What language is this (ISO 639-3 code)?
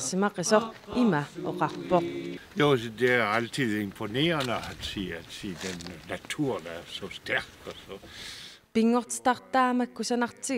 kal